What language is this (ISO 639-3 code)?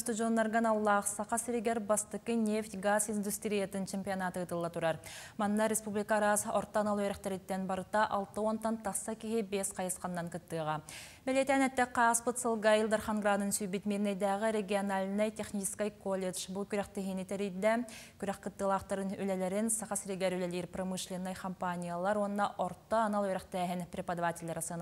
sah